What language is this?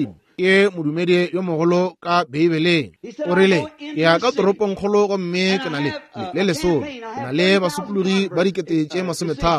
Northern Sotho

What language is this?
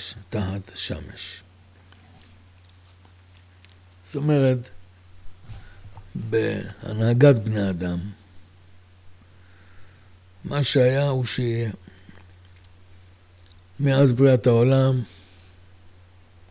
Hebrew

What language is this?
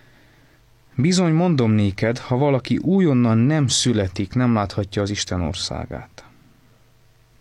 Hungarian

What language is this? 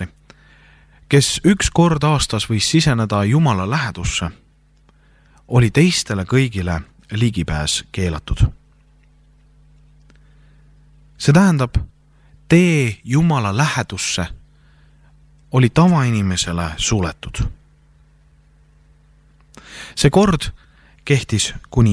Estonian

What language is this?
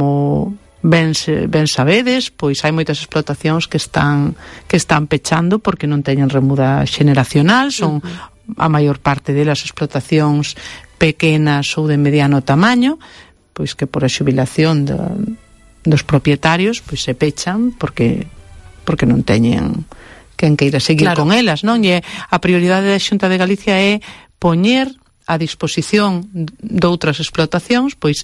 Galician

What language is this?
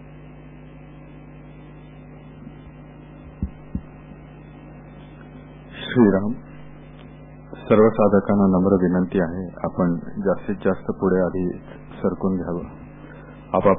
Marathi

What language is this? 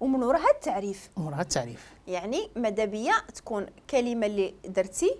Moroccan Arabic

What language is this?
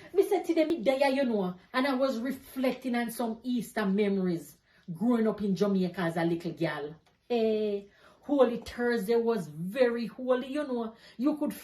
Jamaican Creole English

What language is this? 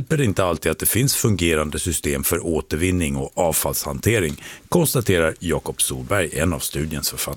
Swedish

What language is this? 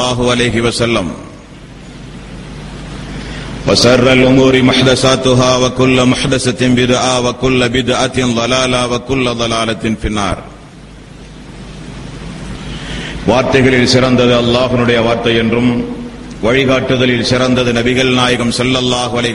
Tamil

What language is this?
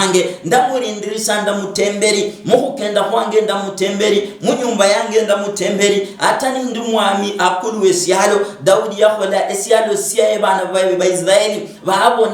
Luyia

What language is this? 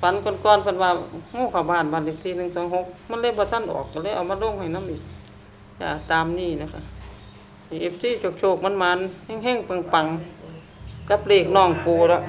Northeastern Thai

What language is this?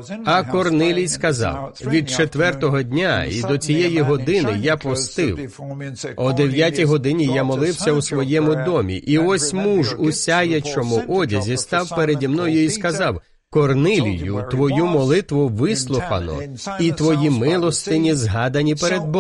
Ukrainian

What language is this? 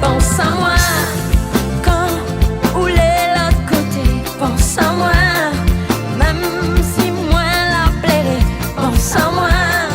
Réunion Creole French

